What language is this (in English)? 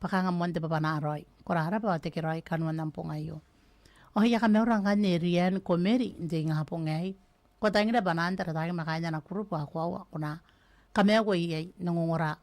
Gilbertese